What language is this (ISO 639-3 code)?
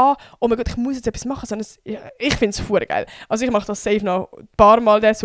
gsw